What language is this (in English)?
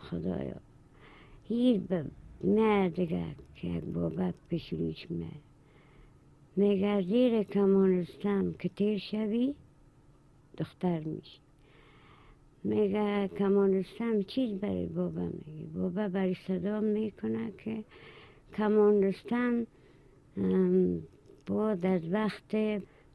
Persian